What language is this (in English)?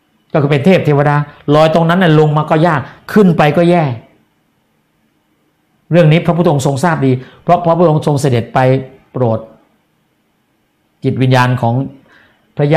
Thai